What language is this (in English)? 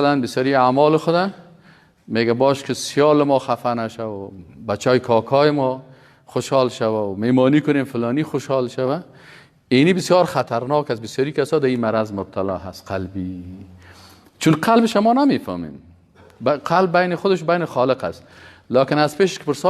Persian